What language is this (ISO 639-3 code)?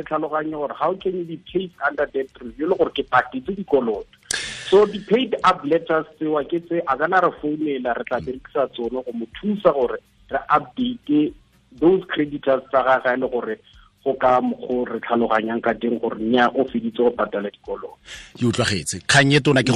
tsn